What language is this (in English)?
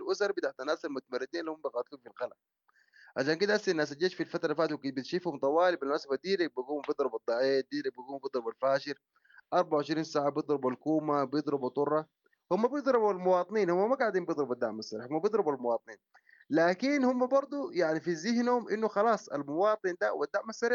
Sudanese Arabic